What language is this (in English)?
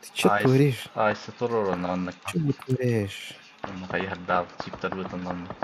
Yakut